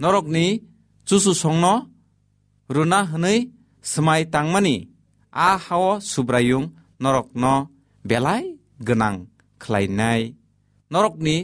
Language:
Kok Borok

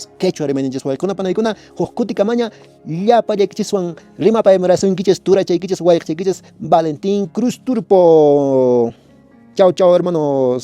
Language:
Quechua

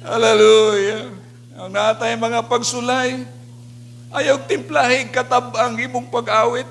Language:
Cebuano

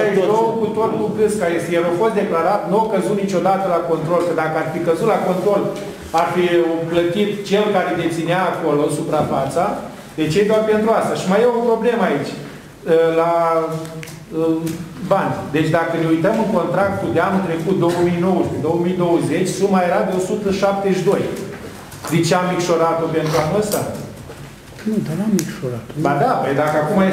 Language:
Romanian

